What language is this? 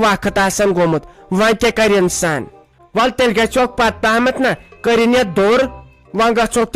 Kashmiri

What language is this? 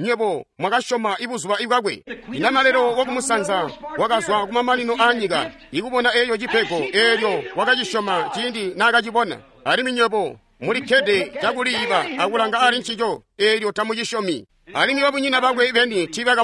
Tonga (Zambia)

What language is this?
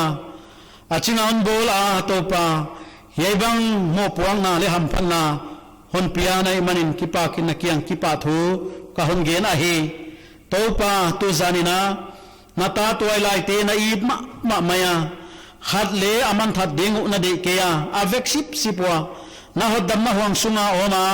Paite Chin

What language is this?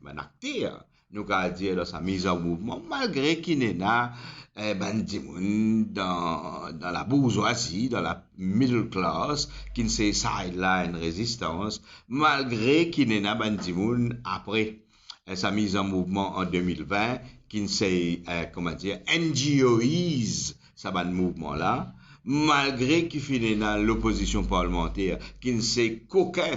Morisyen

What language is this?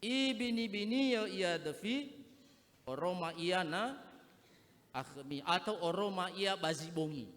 Nias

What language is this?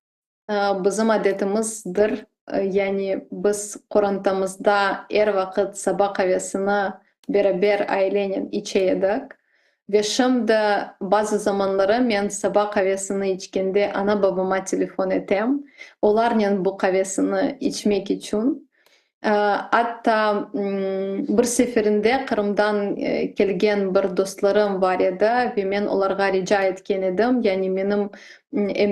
Crimean Tatar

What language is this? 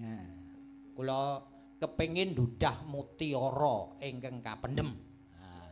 Javanese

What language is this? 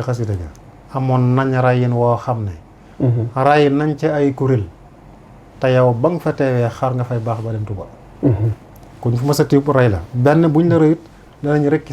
Wolof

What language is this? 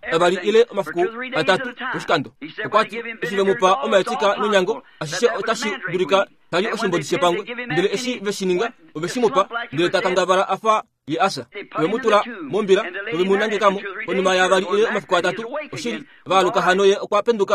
Kuanyama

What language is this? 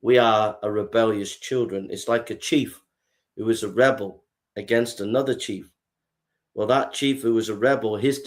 English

